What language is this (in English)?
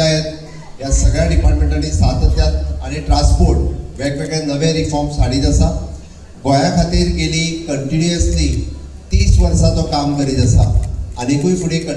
Konkani